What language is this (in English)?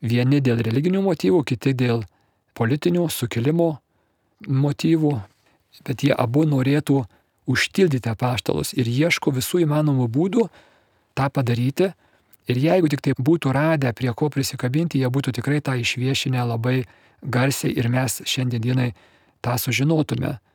Lithuanian